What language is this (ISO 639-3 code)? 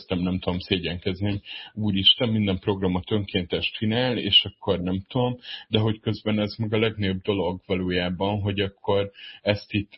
hun